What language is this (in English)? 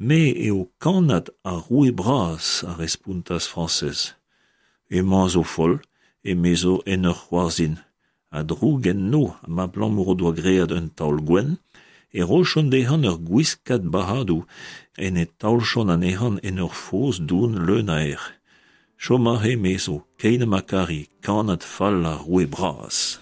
Breton